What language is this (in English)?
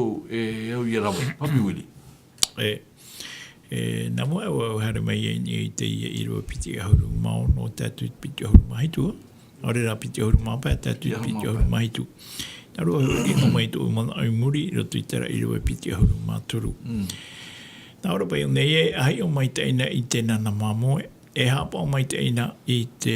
Tahitian